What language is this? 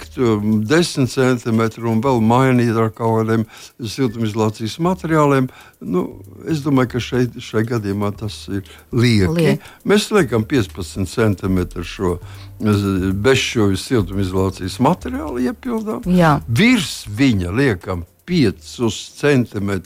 Latvian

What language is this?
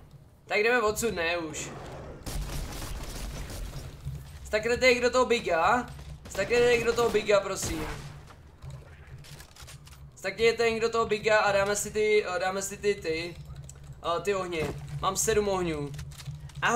Czech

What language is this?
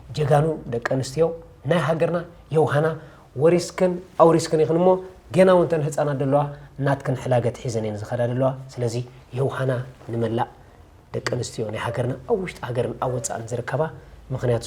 Tigrinya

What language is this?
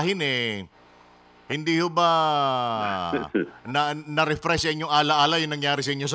Filipino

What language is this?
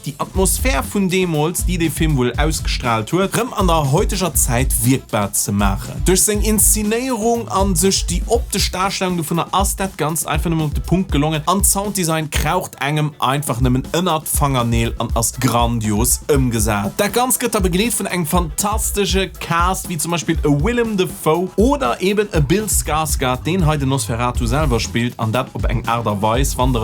Luxembourgish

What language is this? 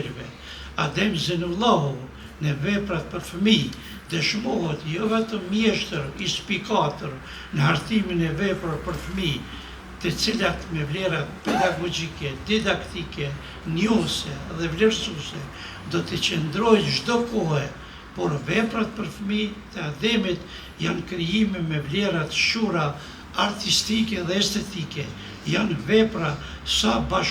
Albanian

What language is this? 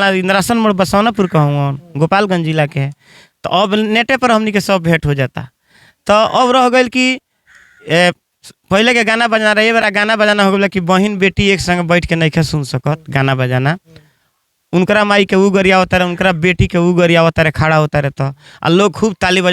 Bhojpuri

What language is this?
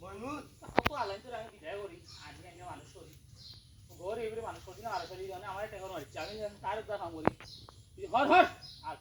Sylheti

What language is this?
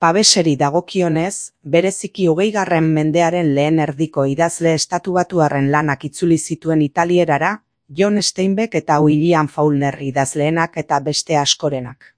Basque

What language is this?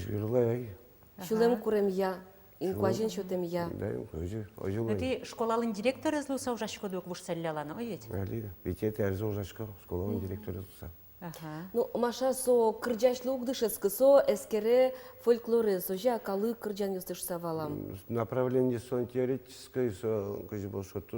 Udmurt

